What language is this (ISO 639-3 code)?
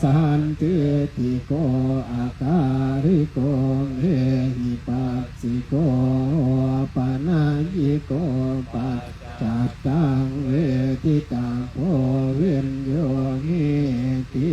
pli